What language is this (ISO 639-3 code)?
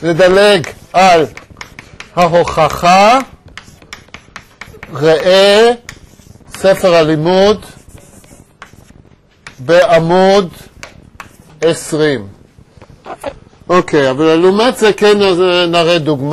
heb